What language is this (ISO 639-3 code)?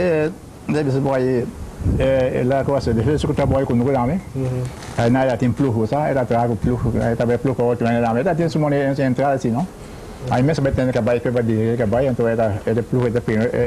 pap